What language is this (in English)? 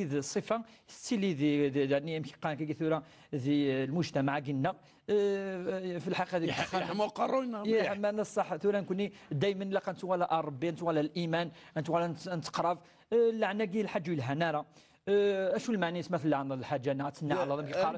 Kabyle